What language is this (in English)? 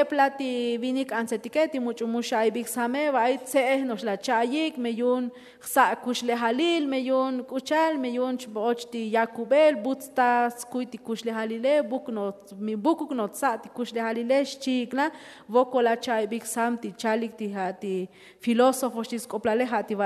Tzotzil